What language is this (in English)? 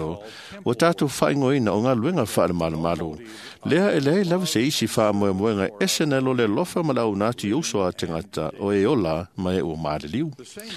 Samoan